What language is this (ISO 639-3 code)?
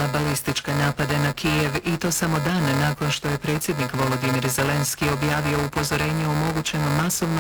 hrv